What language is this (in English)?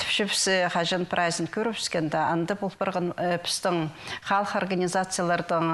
Khakas